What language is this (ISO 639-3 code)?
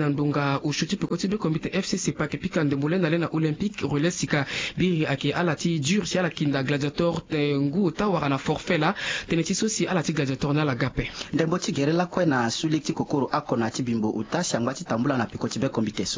sag